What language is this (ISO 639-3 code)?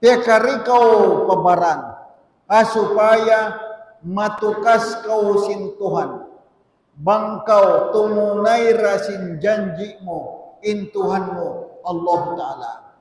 tsg